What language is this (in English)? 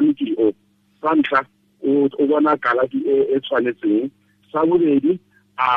Tswana